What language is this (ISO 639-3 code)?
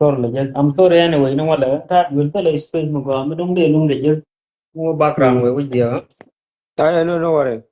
nus